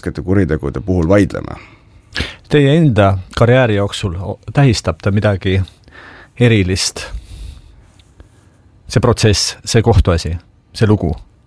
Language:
Estonian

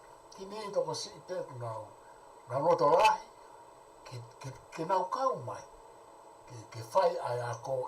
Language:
Tongan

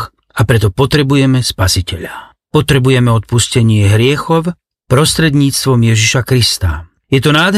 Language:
Slovak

